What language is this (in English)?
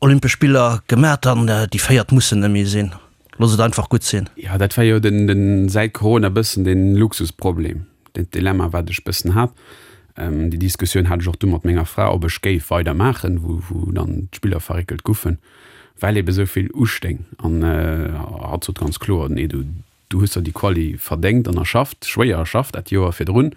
Luxembourgish